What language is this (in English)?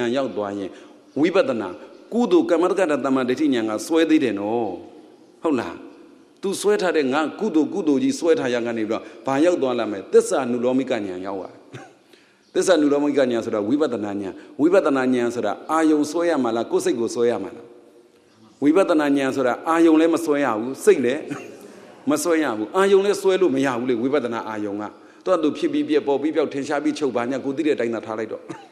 Burmese